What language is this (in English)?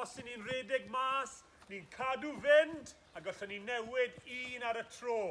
Welsh